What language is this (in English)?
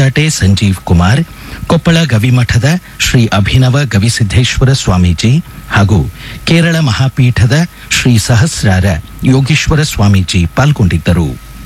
Kannada